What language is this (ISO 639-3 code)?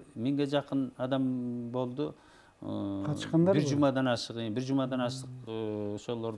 kir